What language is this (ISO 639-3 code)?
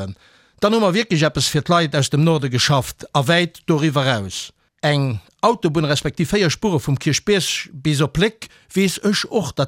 ltz